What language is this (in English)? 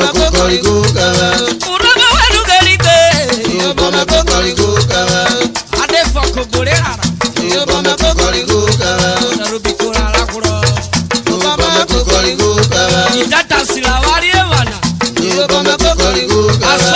Urhobo